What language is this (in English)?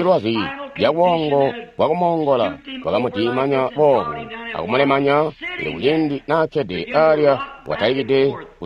Tonga (Zambia)